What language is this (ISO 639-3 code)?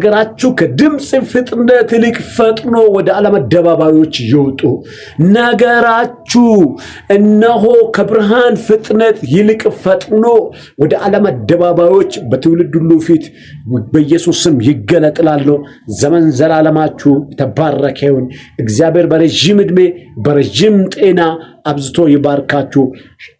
amh